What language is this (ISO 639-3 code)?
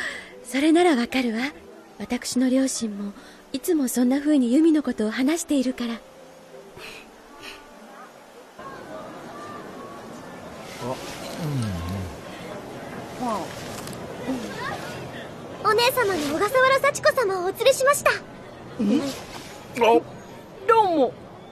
jpn